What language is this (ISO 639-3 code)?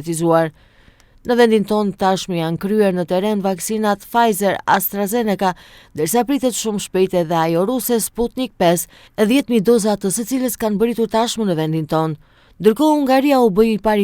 sqi